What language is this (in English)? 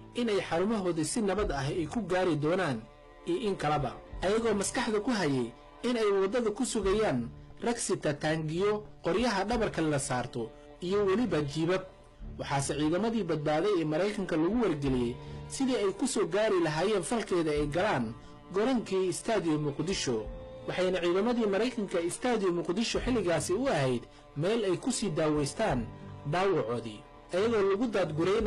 Somali